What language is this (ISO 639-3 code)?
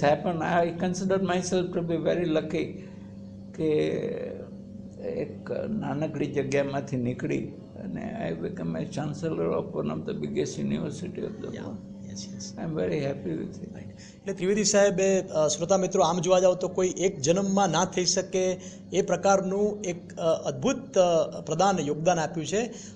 guj